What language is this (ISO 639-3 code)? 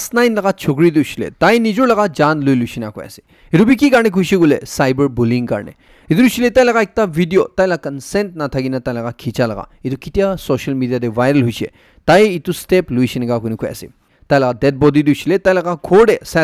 nag